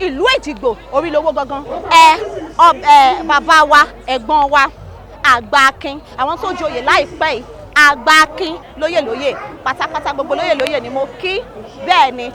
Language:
Yoruba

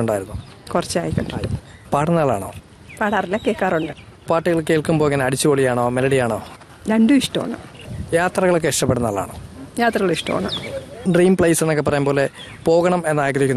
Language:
Malayalam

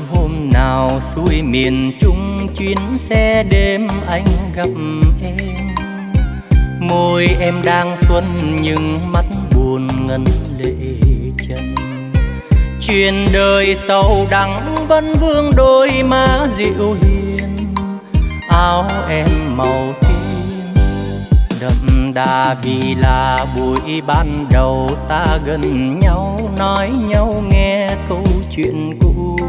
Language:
Vietnamese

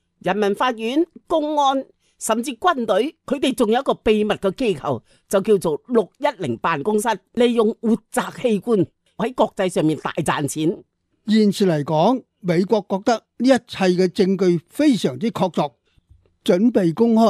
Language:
Cantonese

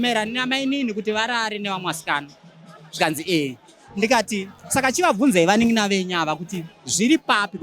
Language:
Shona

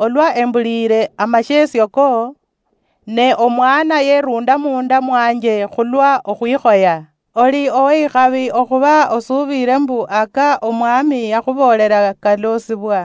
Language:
Luyia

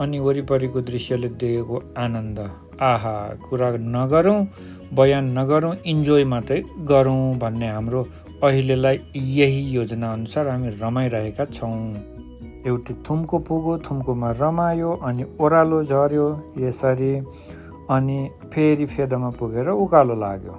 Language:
Nepali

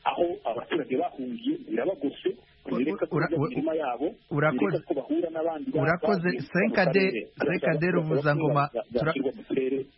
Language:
Kinyarwanda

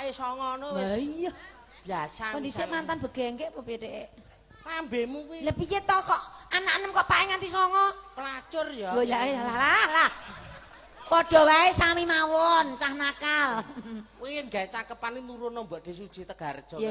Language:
Javanese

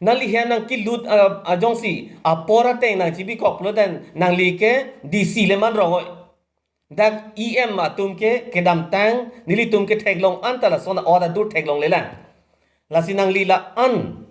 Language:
Karbi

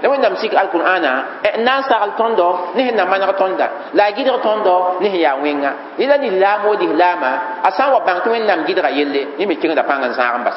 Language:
Mossi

